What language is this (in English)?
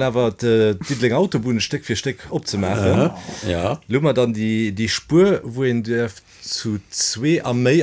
Luxembourgish